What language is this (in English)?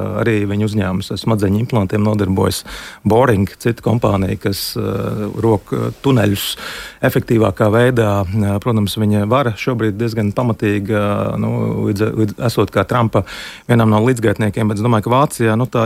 Latvian